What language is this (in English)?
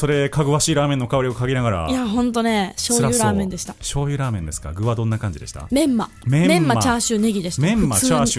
Japanese